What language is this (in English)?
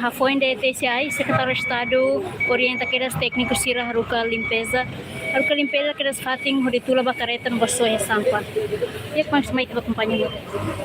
Tetum